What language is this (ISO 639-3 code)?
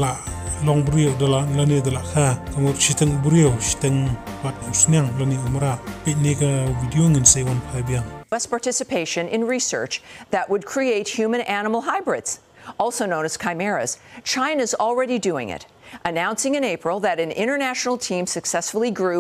kha